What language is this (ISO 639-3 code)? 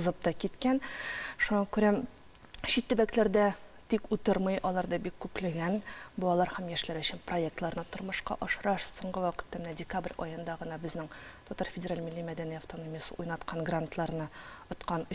tat